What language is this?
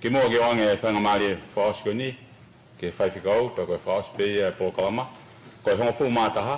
Tongan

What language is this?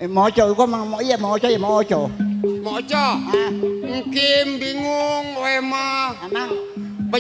Betawi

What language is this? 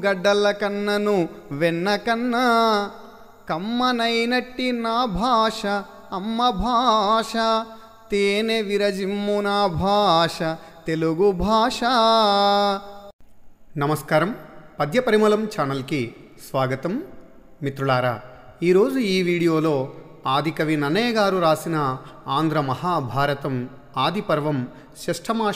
Telugu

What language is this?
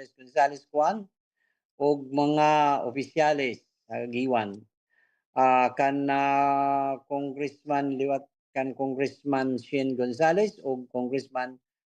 Waray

